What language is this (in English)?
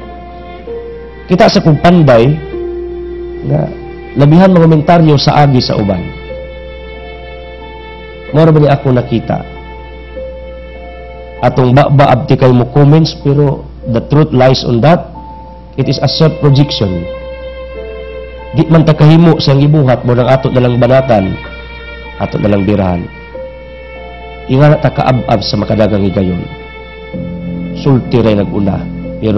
Cebuano